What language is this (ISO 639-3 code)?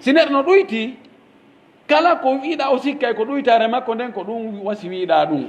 fuf